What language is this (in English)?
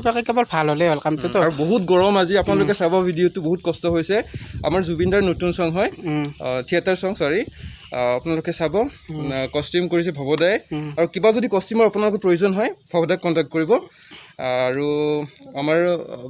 Assamese